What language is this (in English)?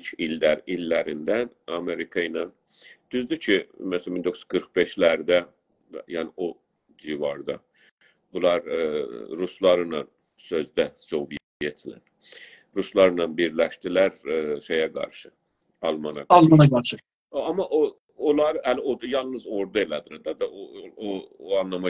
South Azerbaijani